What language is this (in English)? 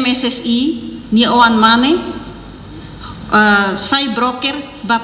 Tetum